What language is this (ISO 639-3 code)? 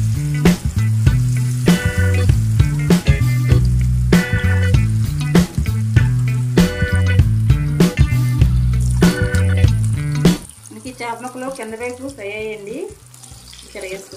tel